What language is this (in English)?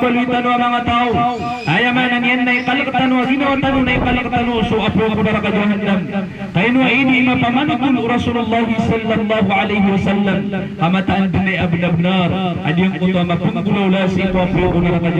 Maranao